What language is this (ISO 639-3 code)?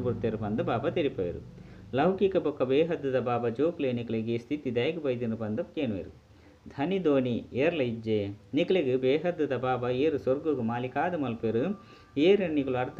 tcy